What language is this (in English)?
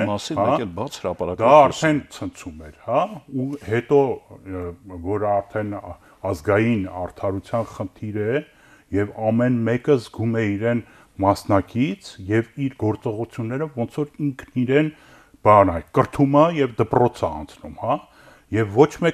Armenian